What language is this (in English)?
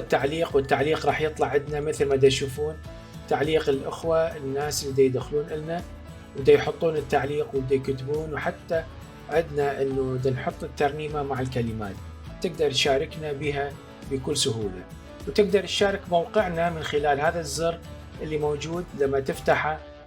Mesopotamian Arabic